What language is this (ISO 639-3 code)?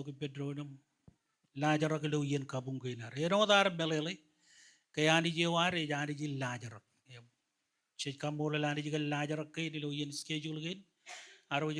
mah